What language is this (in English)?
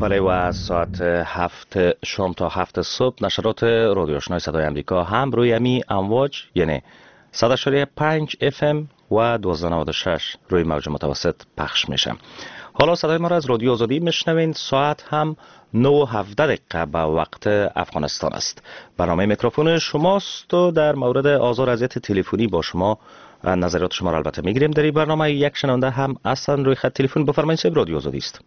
Persian